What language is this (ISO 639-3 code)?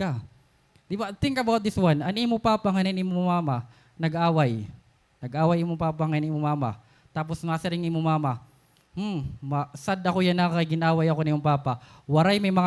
war